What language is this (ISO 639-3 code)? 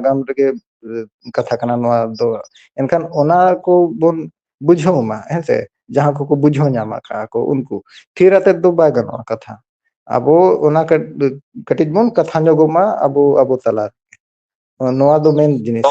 sat